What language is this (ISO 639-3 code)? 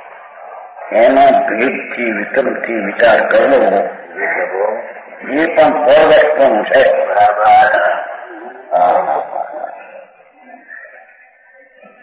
guj